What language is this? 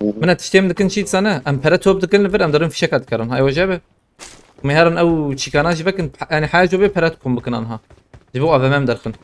Kurdish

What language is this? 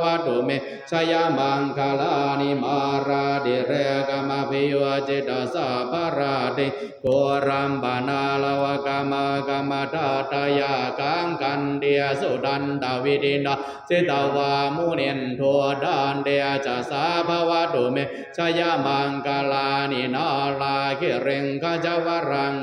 Pali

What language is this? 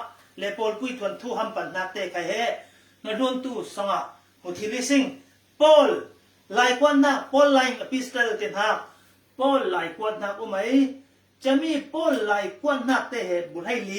Falam Chin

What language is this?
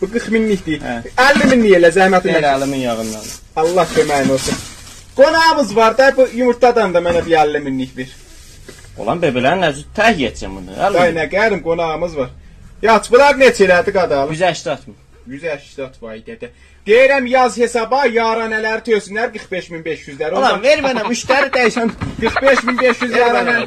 South Azerbaijani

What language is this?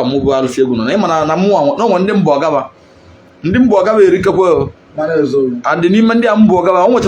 Igbo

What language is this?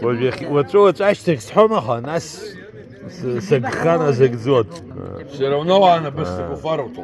Abkhazian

